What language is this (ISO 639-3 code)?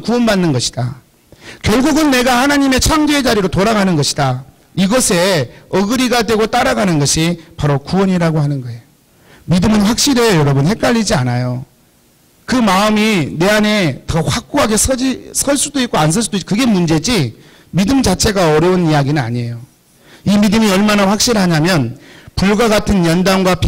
kor